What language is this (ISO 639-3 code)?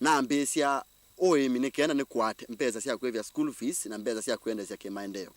kam